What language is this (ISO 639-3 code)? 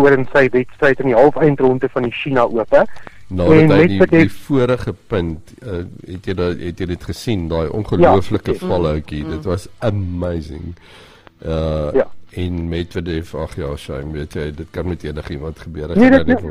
afr